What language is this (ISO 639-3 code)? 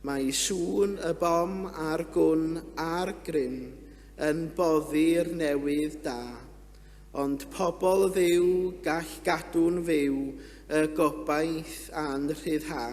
cym